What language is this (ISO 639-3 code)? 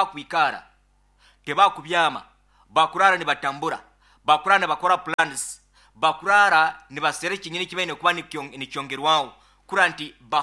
nyo